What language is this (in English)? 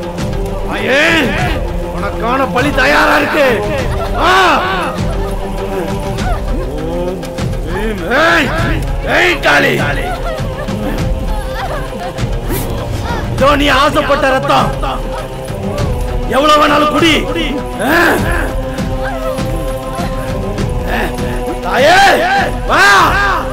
Tamil